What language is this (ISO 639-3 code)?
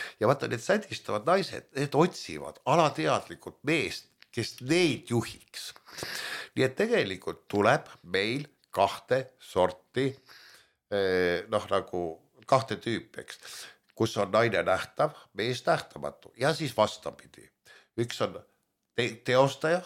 est